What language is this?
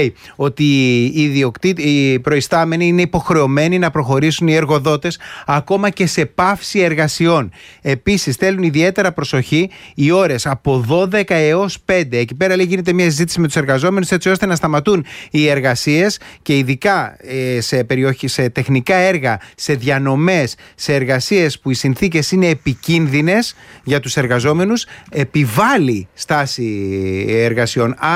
Greek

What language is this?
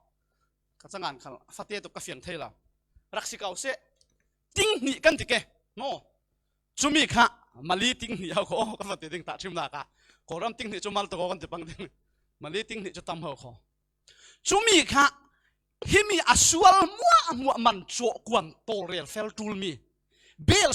Falam Chin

